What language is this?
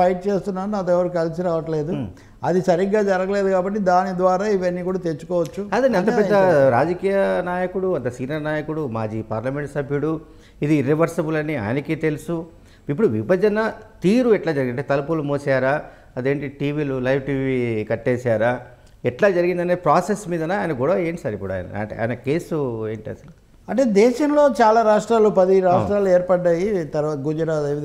Telugu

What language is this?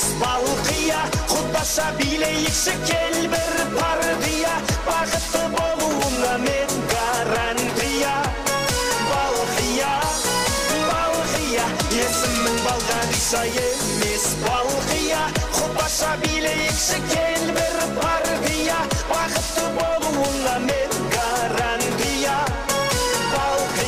Kara-Kalpak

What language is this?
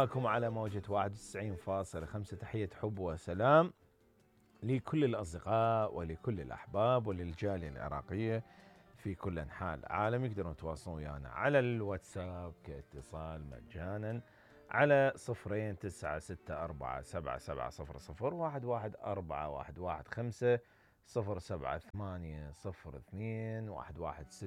Mesopotamian Arabic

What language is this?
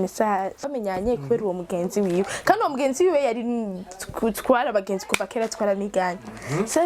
Rundi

